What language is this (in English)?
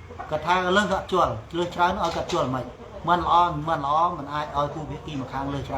Khmer